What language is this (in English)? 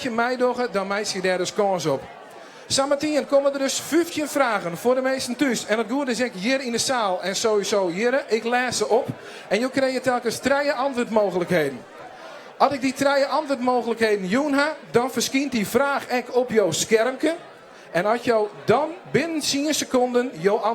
Western Frisian